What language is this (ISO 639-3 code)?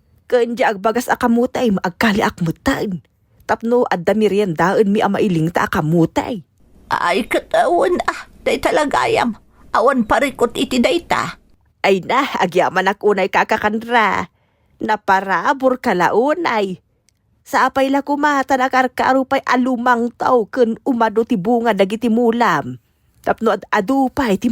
ilo